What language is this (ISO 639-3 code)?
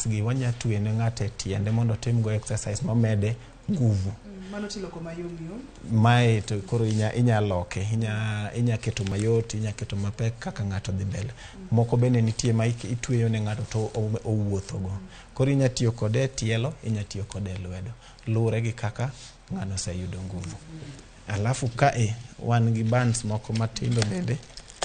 luo